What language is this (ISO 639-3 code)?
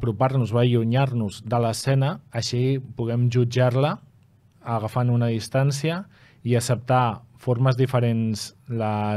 cat